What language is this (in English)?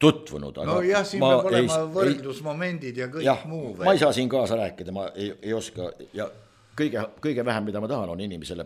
Estonian